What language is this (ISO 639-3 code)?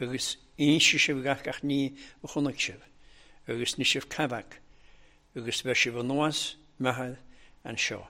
cym